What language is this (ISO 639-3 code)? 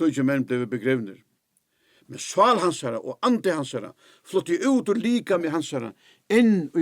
fao